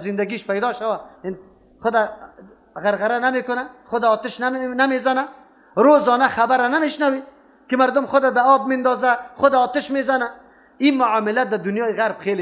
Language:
Persian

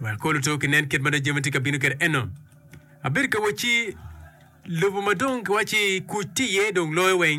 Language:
Acoli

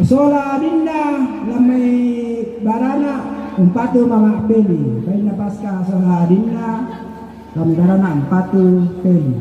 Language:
Toraja-Sa'dan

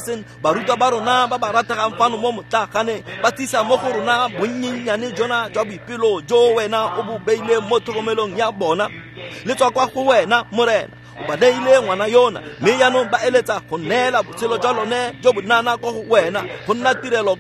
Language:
Tswana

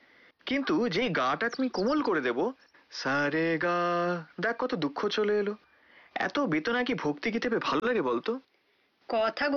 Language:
Bangla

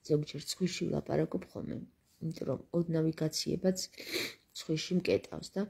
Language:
Georgian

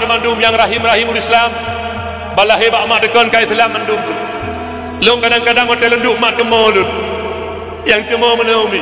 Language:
Achinese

